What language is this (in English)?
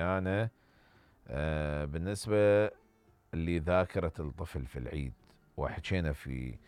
Mesopotamian Arabic